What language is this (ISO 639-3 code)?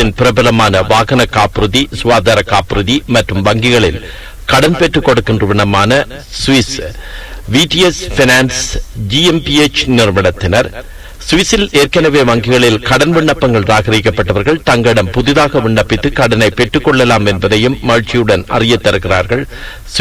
tam